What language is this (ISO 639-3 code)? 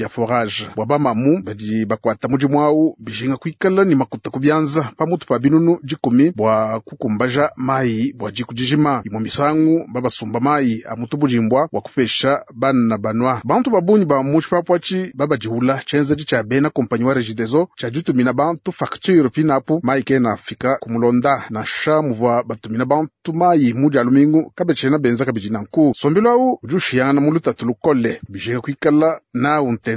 lua